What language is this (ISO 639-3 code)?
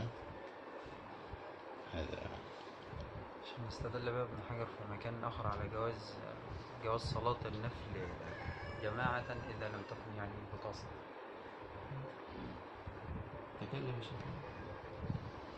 ara